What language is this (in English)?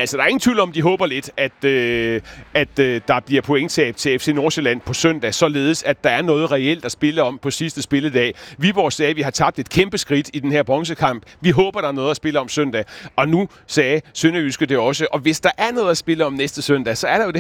Danish